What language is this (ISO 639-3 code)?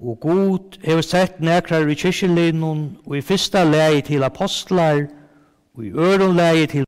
fao